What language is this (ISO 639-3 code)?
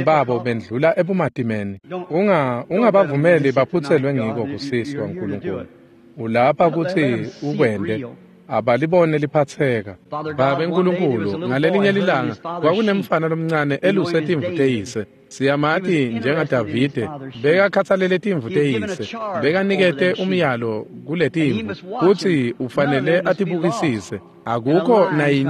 ssw